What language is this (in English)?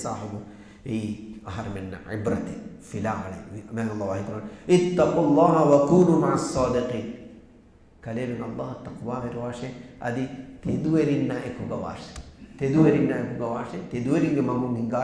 Divehi